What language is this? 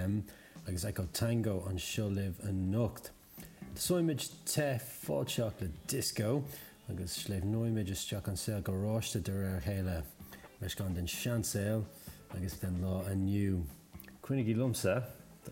Irish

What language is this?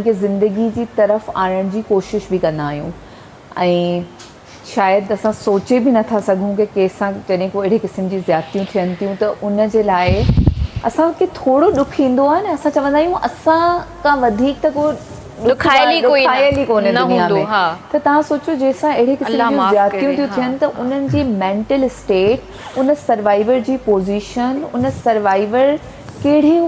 Sindhi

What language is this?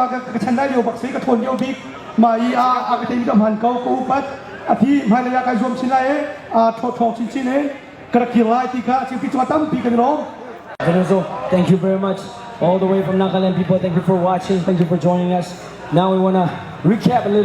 Hakha Chin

